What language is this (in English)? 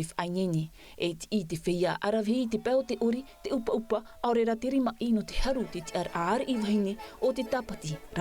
Tahitian